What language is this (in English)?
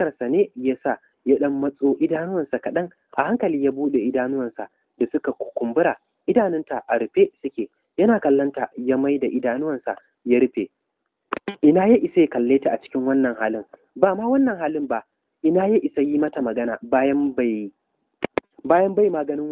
Hausa